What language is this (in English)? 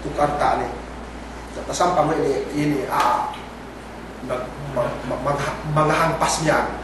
Yakan